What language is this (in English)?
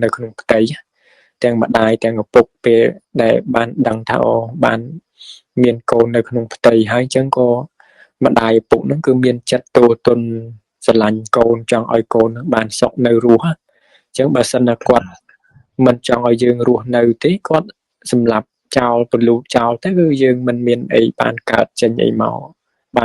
Khmer